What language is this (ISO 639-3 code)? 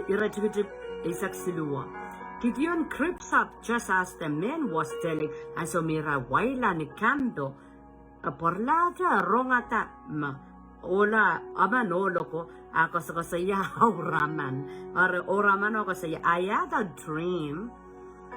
pon